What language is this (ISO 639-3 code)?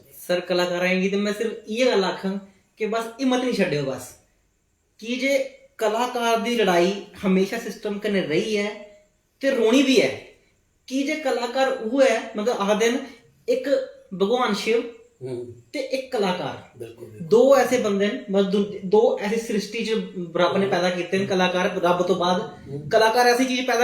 doi